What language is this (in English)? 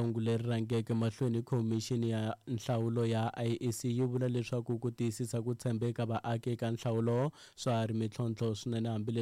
Tsonga